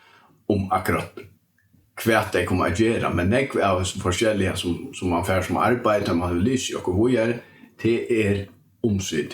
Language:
Faroese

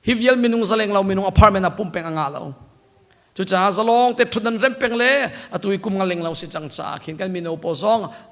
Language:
Hakha Chin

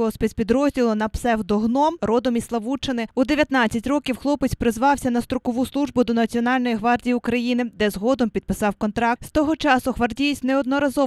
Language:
Ukrainian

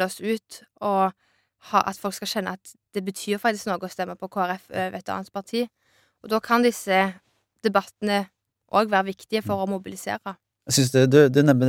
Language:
Norwegian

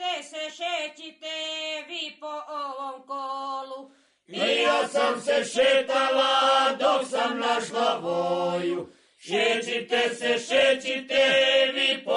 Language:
Serbian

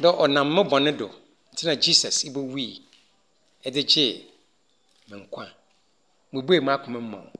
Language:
Akan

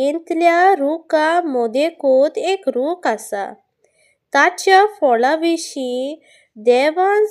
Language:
Konkani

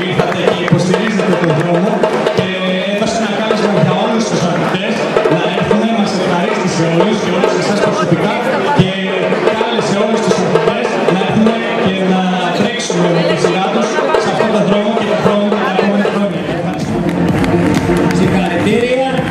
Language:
Greek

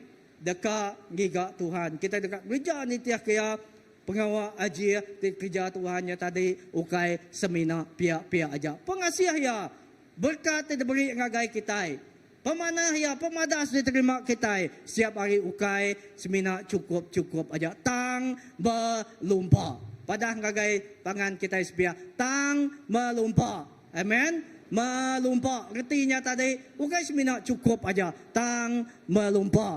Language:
Iban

